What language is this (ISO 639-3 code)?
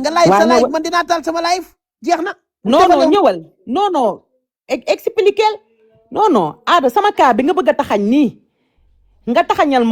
wol